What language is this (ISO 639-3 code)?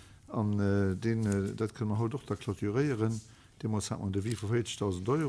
ltz